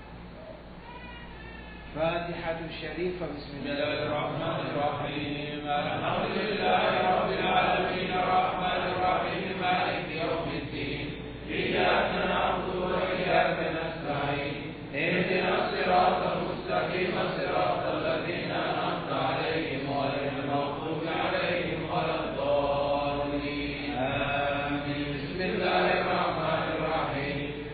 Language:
Arabic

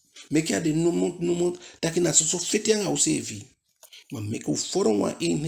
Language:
Eastern Maroon Creole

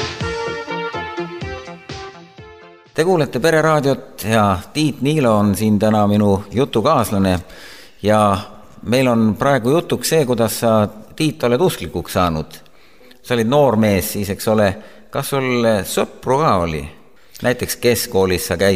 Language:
Estonian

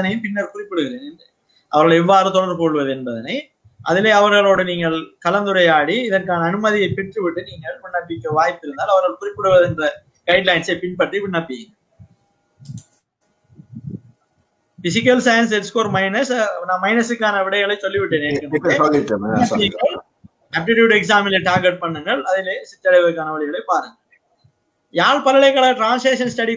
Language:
Tamil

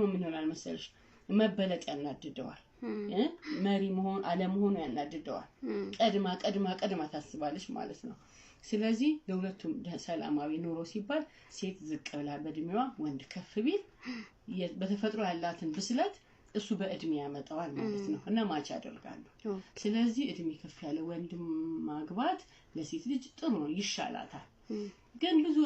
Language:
Amharic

